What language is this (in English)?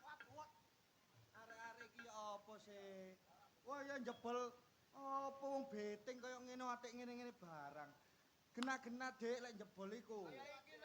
Javanese